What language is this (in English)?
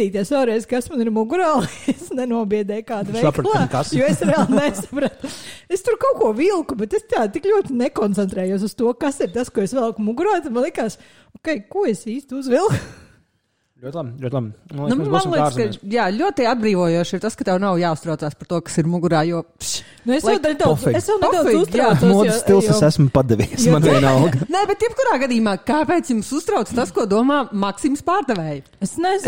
Latvian